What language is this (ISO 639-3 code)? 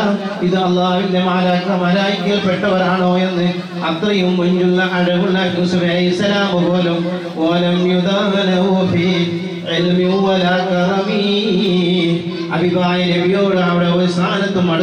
mal